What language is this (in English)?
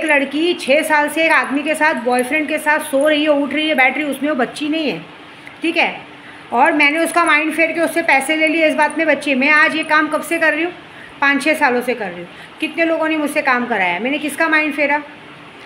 Hindi